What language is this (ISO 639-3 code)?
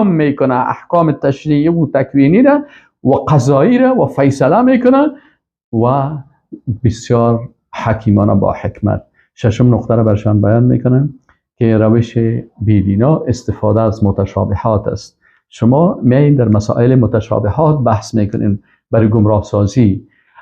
fas